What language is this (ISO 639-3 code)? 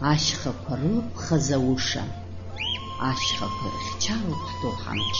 abk